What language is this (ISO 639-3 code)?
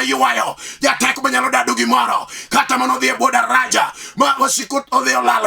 luo